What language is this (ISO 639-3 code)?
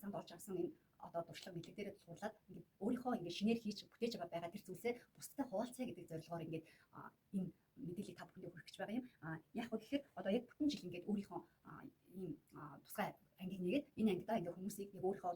mon